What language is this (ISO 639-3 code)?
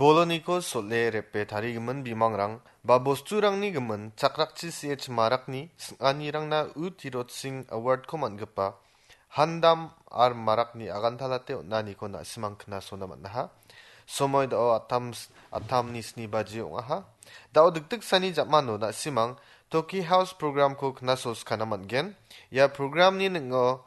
grt